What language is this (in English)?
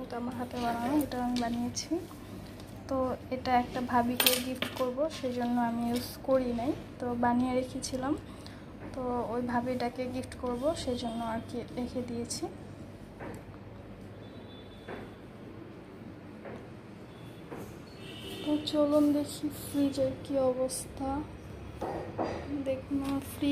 Bangla